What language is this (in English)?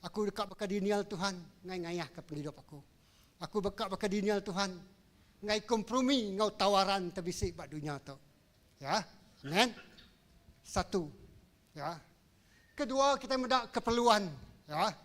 Iban